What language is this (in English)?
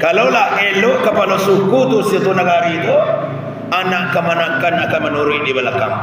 Minangkabau